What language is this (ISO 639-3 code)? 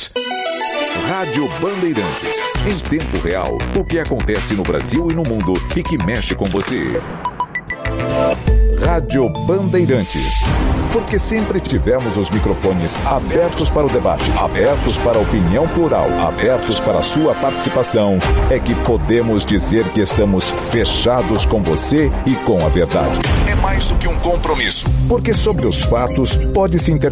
por